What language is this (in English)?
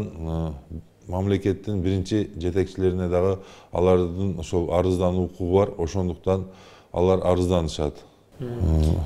Kyrgyz